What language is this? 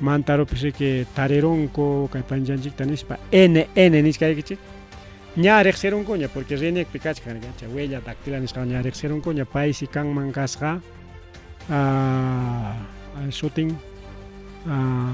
Ayacucho Quechua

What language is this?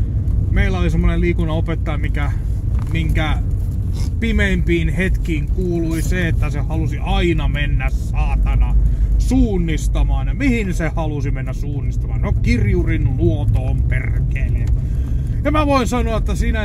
Finnish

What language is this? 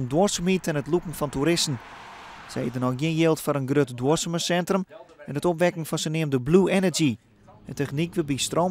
Western Frisian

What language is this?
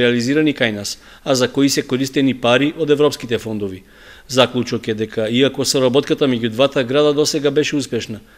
Macedonian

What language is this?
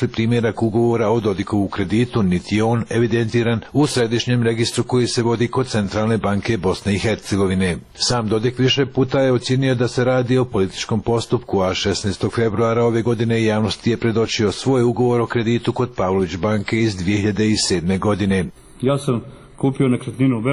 Croatian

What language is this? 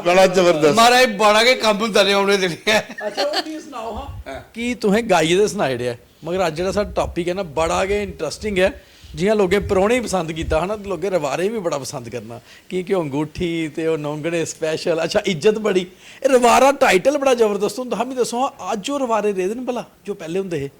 Dogri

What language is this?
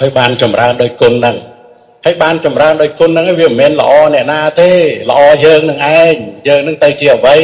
Khmer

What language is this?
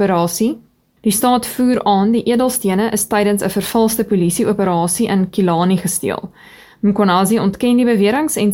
Afrikaans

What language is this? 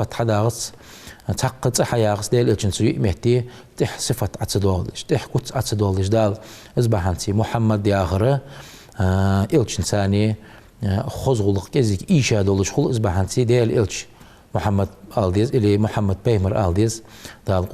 Ingush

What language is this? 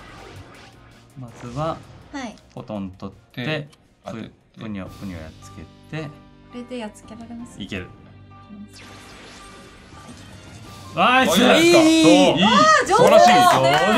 Japanese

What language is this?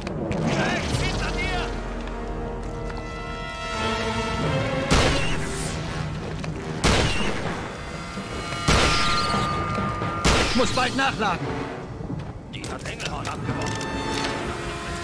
German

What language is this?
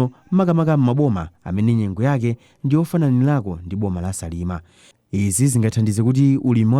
Nyanja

